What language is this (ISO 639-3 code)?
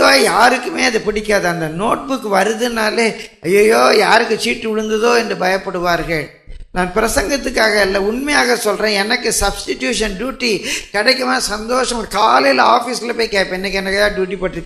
tam